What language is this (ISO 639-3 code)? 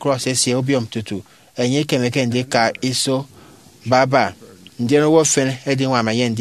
efi